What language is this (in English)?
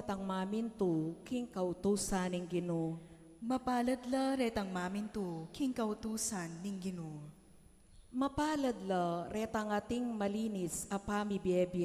Pampanga